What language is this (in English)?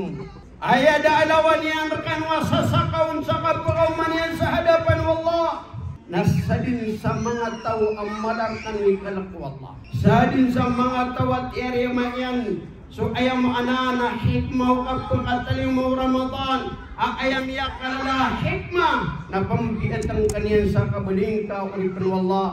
Maranao